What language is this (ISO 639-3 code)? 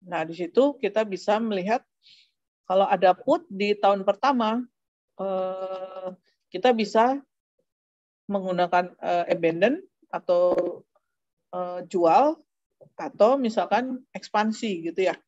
ind